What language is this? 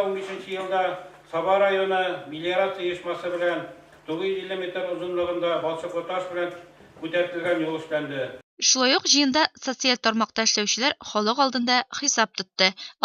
Tatar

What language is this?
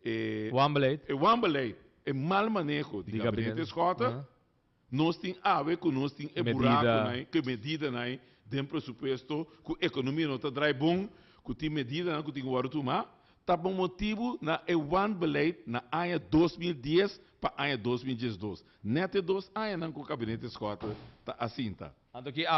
Papiamento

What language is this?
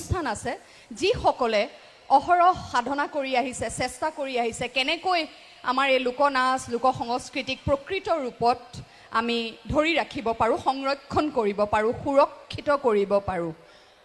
Assamese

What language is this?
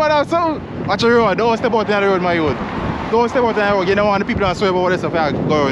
Jamaican Creole English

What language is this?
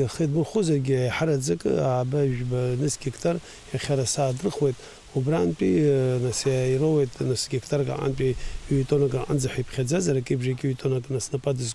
Abkhazian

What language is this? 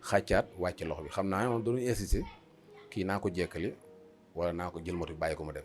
Wolof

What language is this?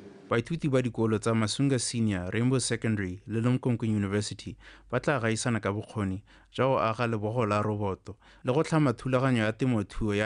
Tswana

